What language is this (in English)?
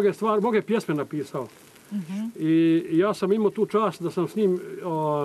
Croatian